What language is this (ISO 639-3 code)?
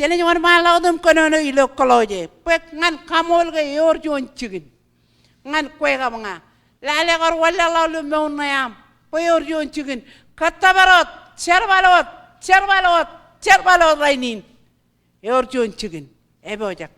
mah